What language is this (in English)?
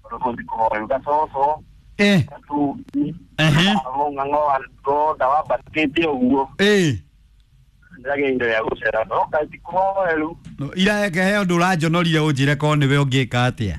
Kikuyu